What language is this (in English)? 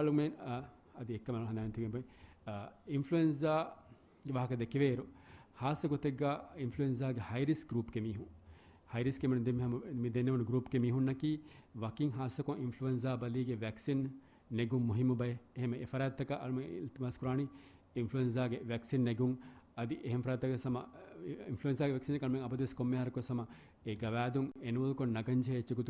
Divehi